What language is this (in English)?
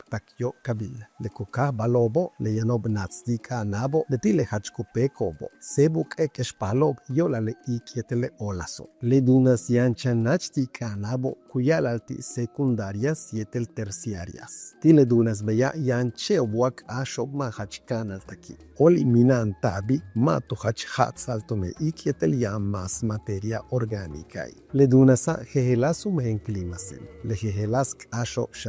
Yucateco